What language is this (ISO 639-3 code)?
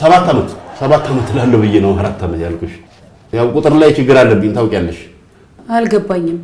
amh